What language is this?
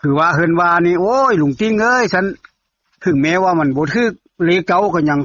Northeastern Thai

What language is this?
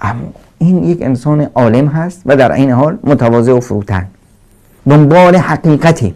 Persian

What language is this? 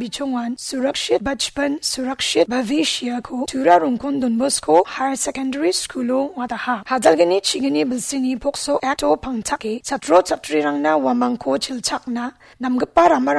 Garo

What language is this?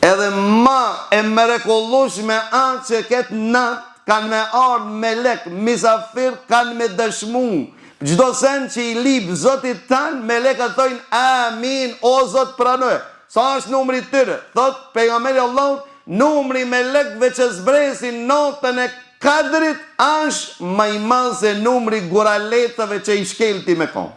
Albanian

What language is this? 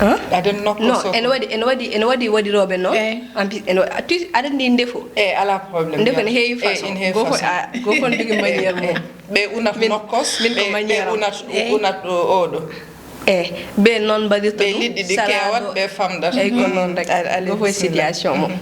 Fula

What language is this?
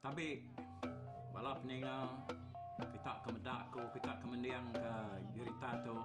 Iban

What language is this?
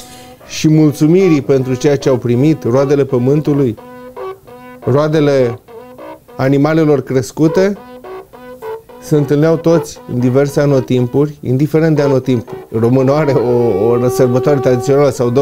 Romanian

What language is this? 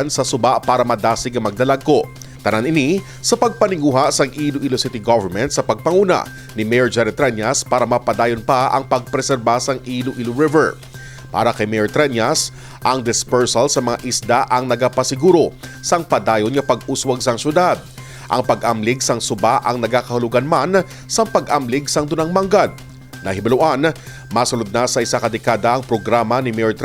Hiligaynon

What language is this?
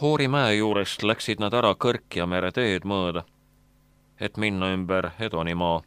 Estonian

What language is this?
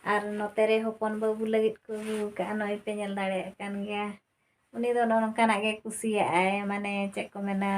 Santali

